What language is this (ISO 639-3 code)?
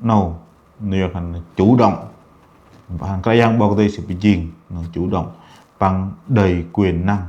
bdq